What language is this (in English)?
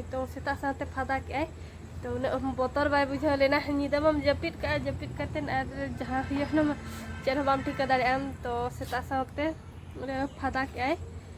Santali